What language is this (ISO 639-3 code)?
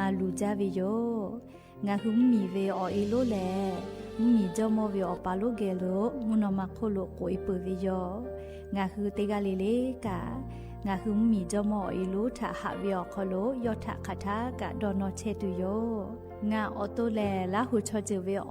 lhu